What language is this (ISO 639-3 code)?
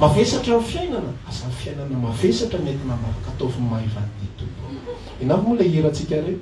mlg